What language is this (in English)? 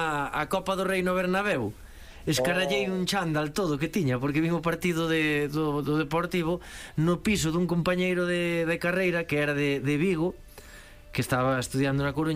Galician